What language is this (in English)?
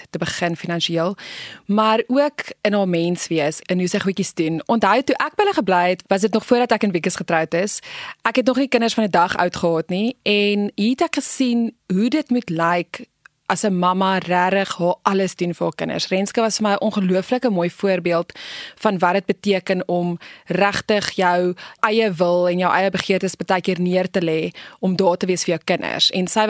Afrikaans